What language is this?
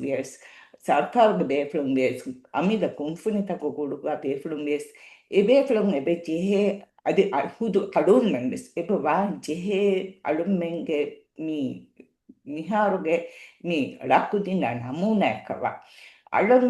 Divehi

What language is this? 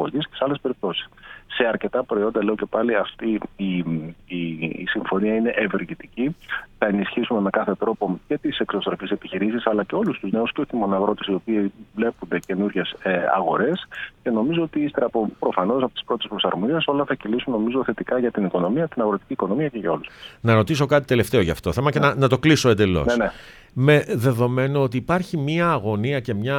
Greek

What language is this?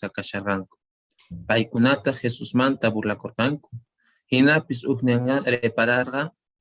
Quechua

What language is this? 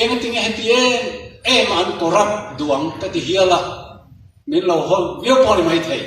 Mizo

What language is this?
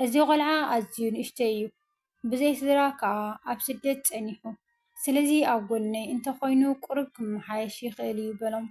Tigrinya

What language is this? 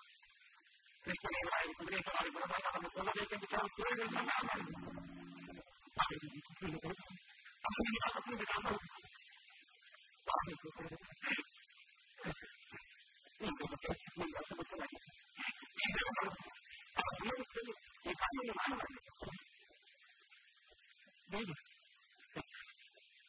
Kannada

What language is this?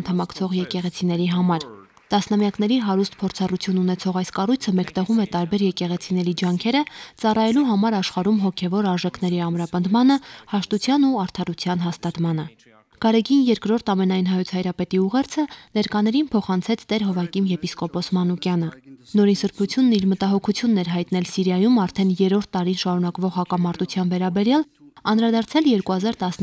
Armenian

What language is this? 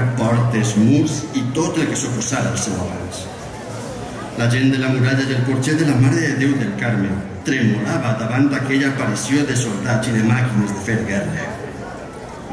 Catalan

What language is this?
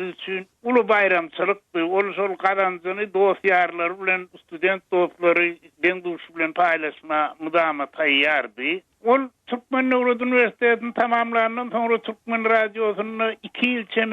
Turkmen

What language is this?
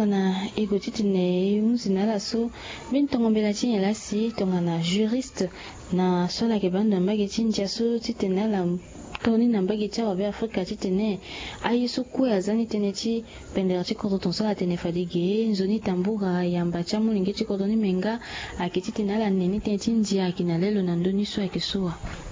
Sango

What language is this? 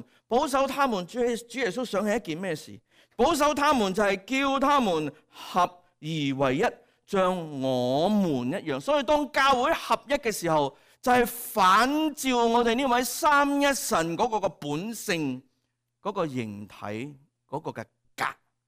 Cantonese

